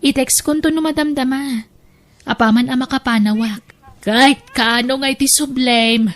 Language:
Iloko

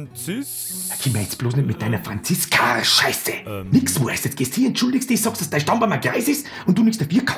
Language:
Bavarian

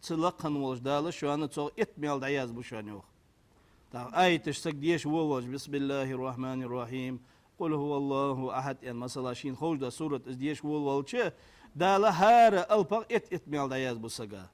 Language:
Ingush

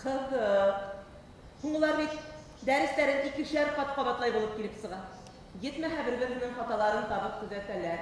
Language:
Bashkir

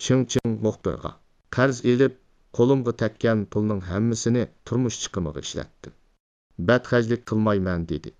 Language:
Uyghur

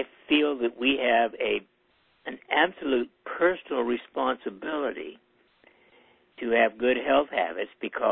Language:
English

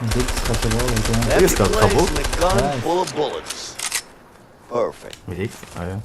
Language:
Swiss German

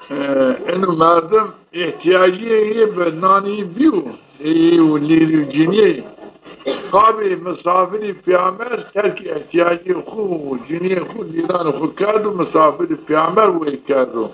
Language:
Zaza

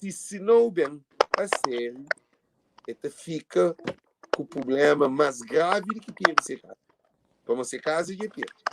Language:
Kabuverdianu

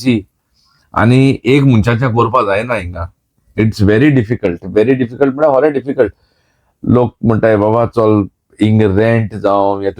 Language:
Konkani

